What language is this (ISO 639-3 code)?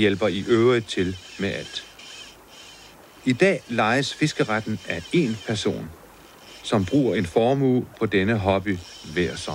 dan